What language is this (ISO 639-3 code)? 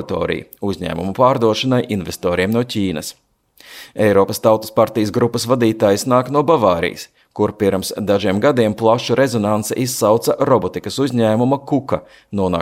lav